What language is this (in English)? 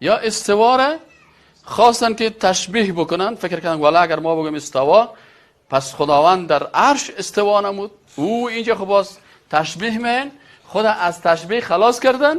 Persian